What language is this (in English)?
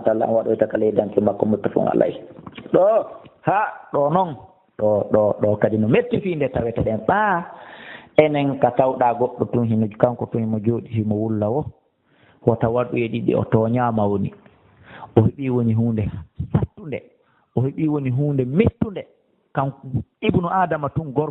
Fula